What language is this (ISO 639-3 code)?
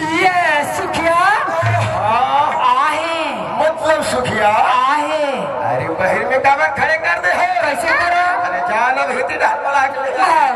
hne